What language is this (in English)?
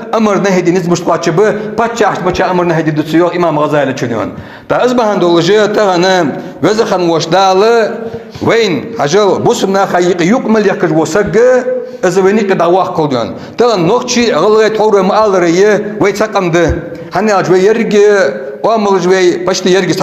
Ingush